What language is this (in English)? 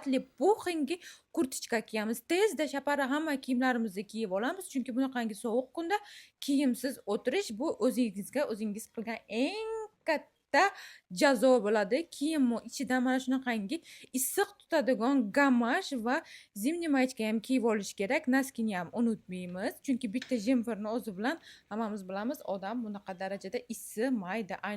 Uzbek